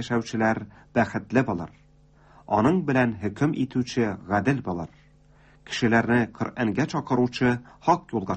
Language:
Tatar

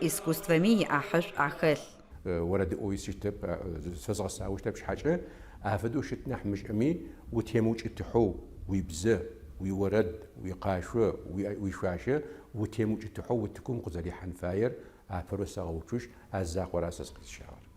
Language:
Adyghe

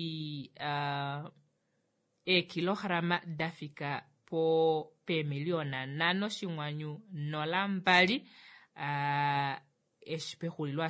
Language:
Kuanyama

